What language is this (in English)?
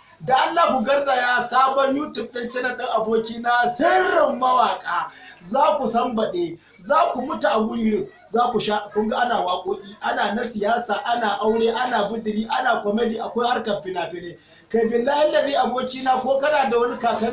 Hausa